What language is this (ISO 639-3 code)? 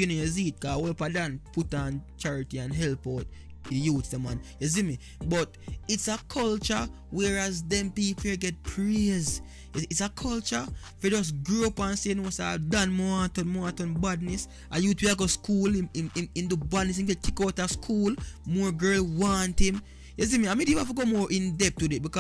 jam